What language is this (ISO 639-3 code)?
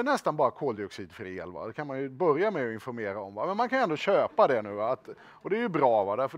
swe